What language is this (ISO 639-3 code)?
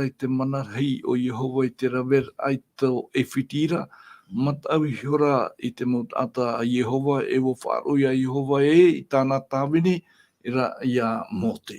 tah